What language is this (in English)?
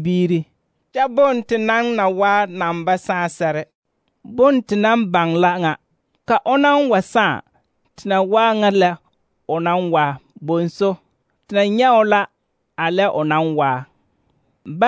Southern Dagaare